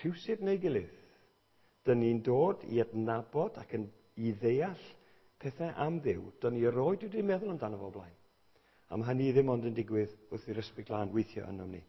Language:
Welsh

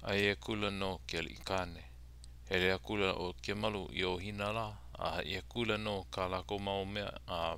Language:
Hawaiian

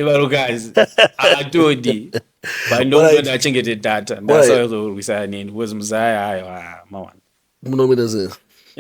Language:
Shona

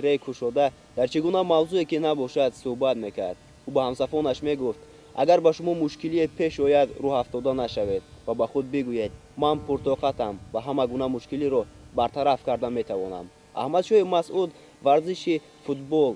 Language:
Tajik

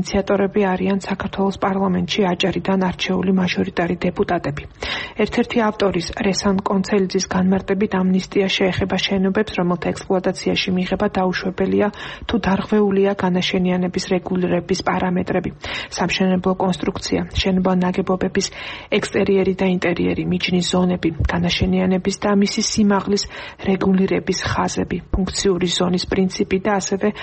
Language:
Georgian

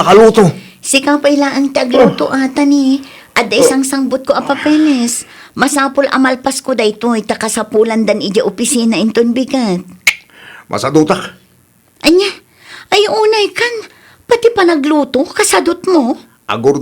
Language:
Iloko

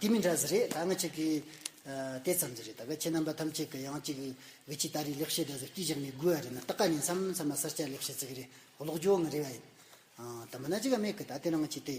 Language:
Amdo Tibetan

